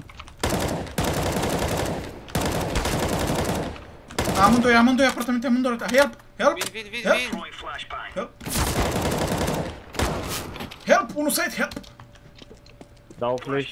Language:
Romanian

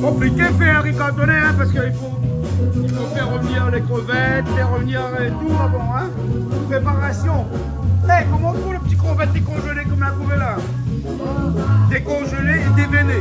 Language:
Réunion Creole French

